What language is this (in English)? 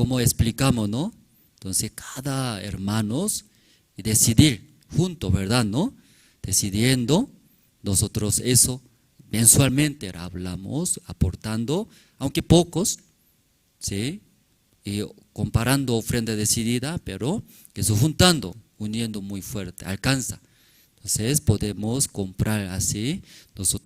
Aymara